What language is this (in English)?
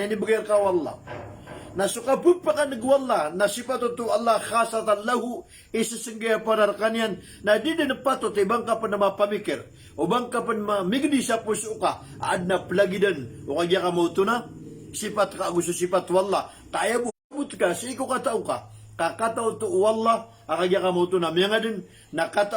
Maranao